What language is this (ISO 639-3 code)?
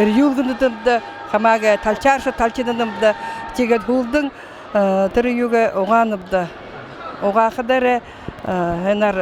bua